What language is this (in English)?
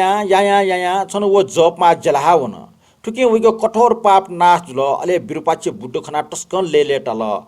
Newari